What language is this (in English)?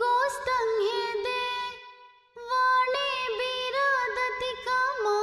Divehi